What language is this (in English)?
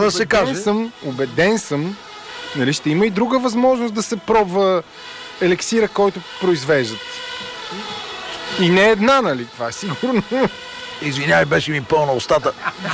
Bulgarian